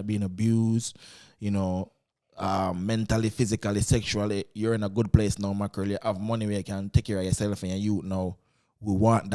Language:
Jamaican Creole English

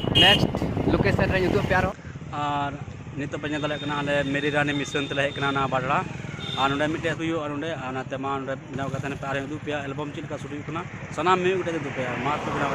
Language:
Santali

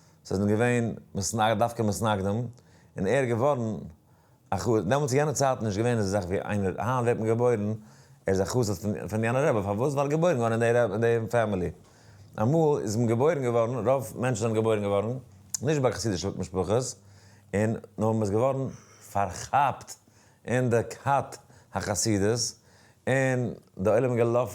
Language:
Yiddish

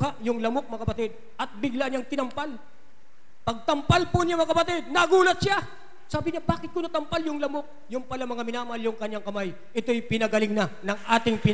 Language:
Filipino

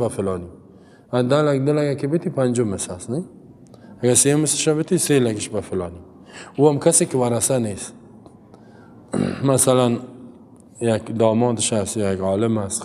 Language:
Persian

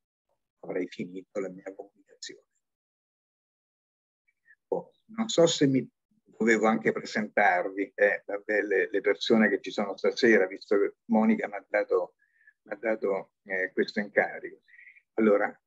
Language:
Italian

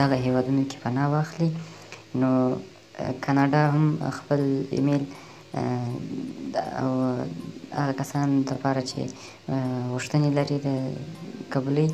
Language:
Pashto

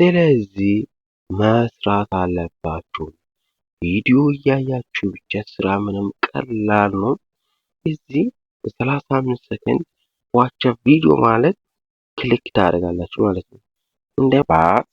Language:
Amharic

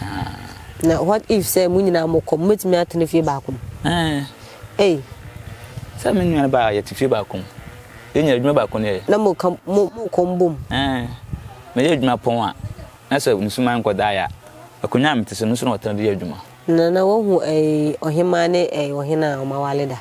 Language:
Akan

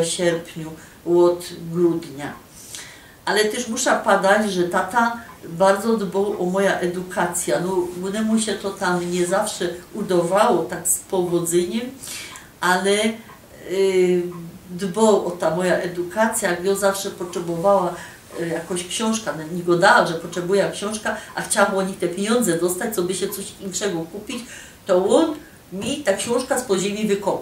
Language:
Silesian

